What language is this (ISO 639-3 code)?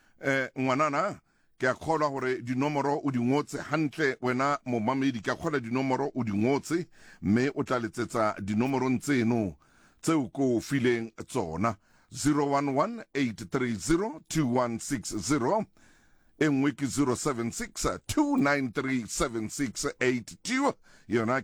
sot